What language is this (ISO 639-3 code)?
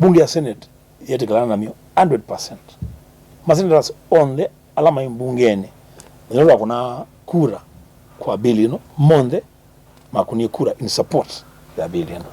kam